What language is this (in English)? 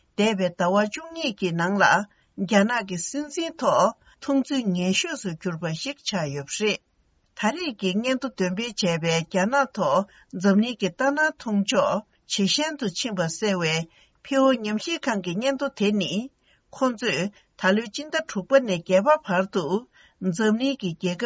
Tibetan